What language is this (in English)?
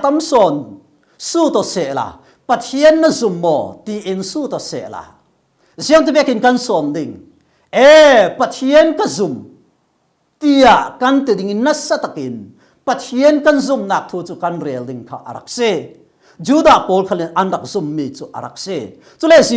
Falam Chin